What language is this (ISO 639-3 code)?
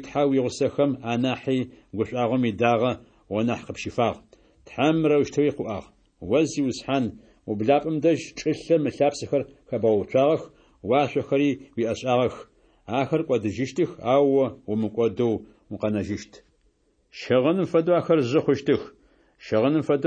ady